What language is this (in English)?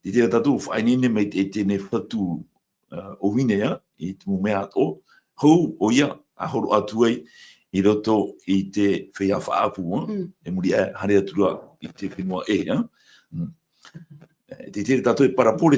Tahitian